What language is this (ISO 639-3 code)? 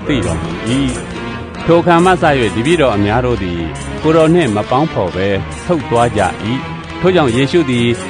mya